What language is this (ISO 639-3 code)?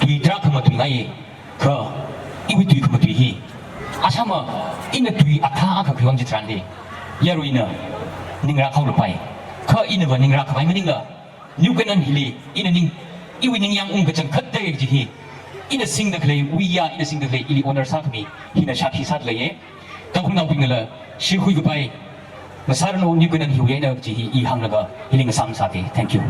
nmf